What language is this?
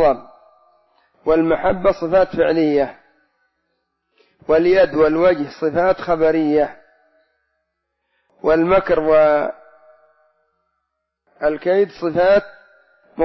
Arabic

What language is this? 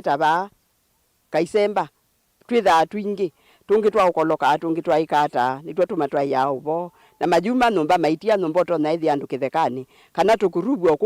Kamba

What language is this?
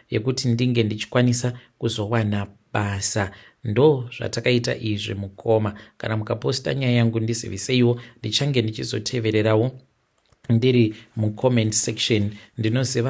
Shona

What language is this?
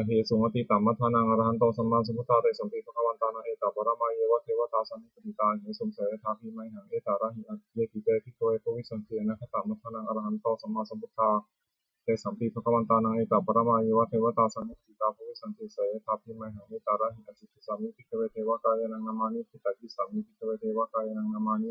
Pali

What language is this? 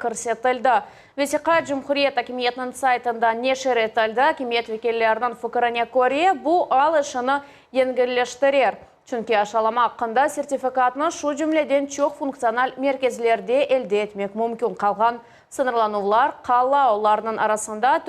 Crimean Tatar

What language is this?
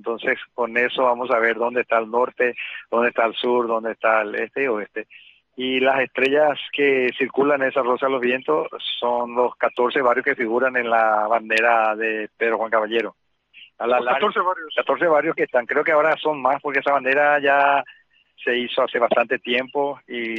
Spanish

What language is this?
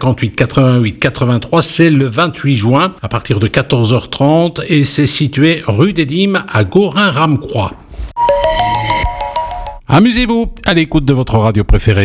French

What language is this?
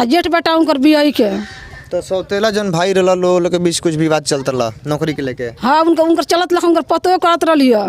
Bhojpuri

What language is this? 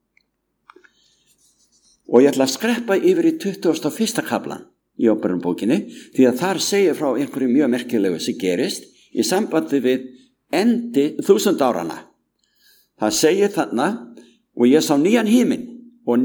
Icelandic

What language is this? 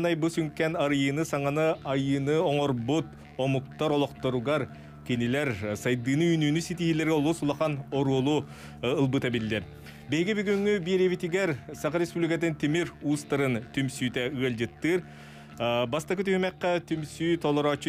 Yakut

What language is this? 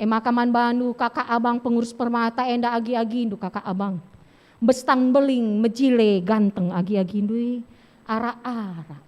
Batak Karo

